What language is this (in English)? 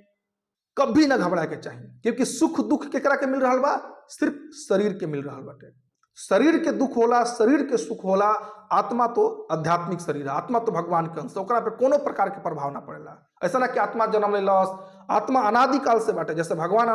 Bhojpuri